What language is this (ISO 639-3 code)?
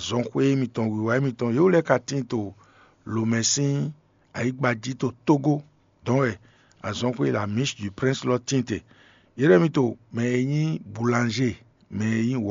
fon